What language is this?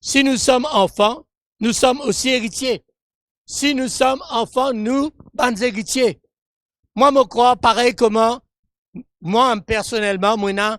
Morisyen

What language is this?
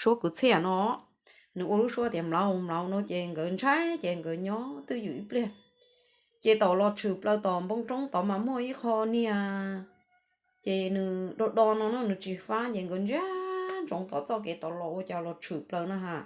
Hmong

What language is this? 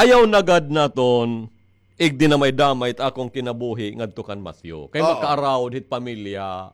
Waray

